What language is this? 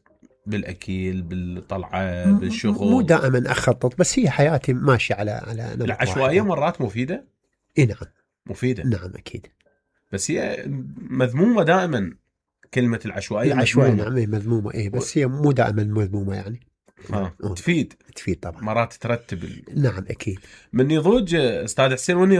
Mesopotamian Arabic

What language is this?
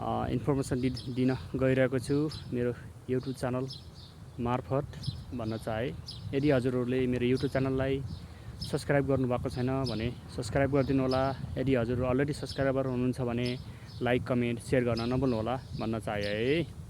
Nepali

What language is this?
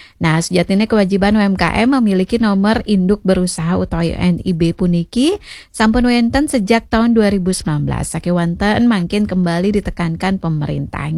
Balinese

